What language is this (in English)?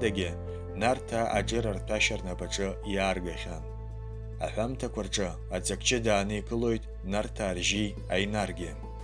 Abkhazian